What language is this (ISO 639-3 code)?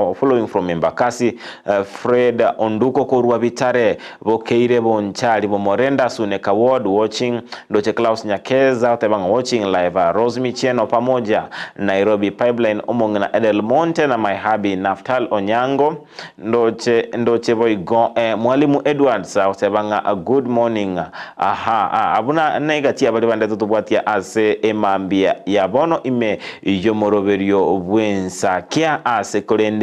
guz